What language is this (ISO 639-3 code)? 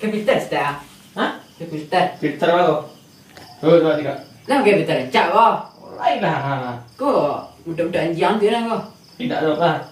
min